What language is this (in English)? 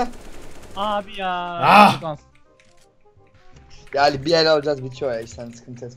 Turkish